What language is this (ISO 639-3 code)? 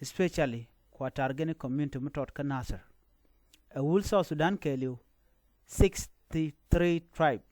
nus